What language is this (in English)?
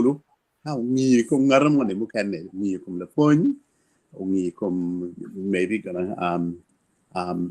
Acoli